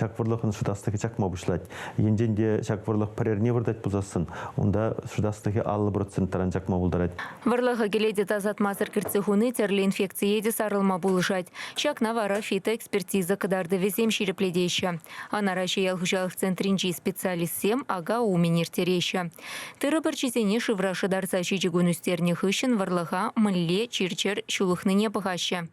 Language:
Chuvash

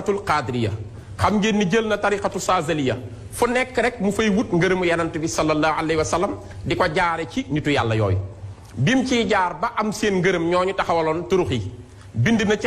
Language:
Wolof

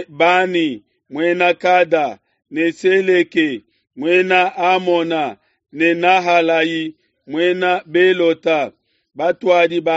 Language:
Luba-Lulua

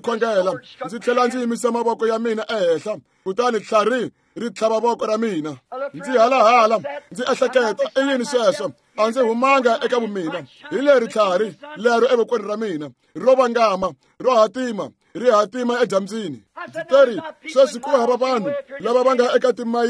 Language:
Tsonga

